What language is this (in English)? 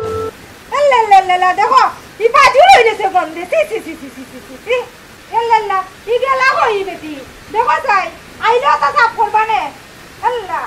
Sylheti